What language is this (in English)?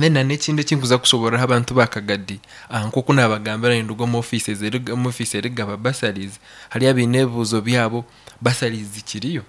Nyankole